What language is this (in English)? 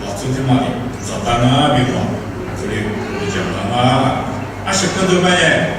Lisu